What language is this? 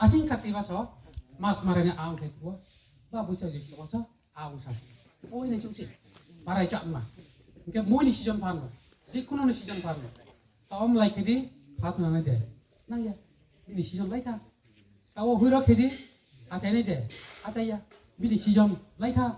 Riang (India)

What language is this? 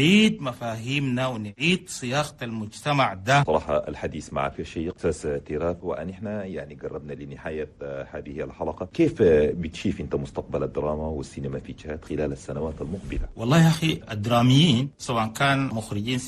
Chadian Arabic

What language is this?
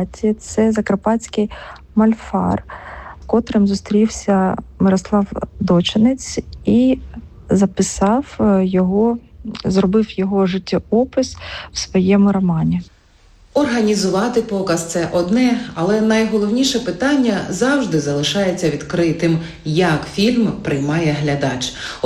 Ukrainian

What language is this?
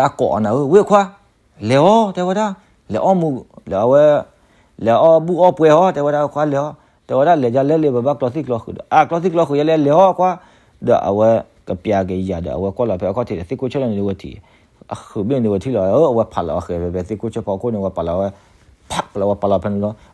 S'gaw Karen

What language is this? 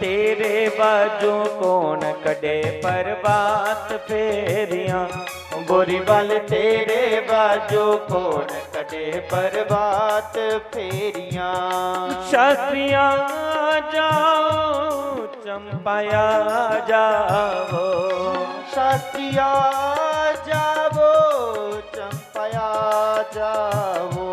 Dogri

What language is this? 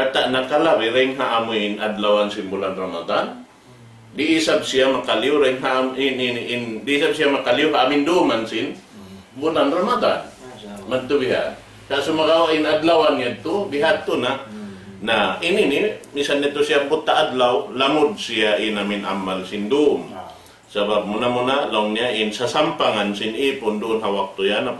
Tausug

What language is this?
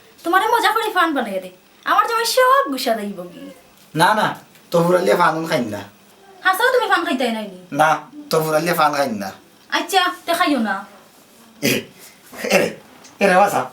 Sylheti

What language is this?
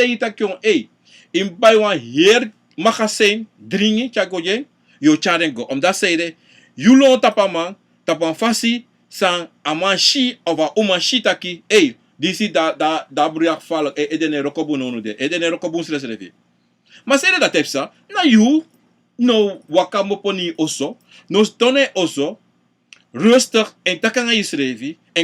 Sranan Tongo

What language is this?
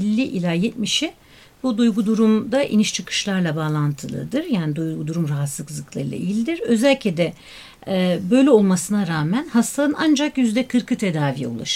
Turkish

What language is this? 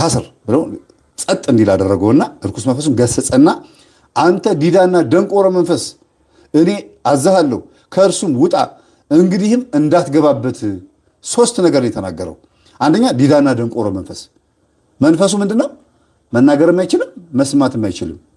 Amharic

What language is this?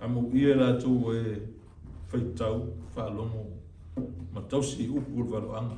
Samoan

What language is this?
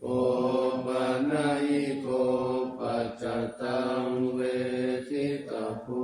Pali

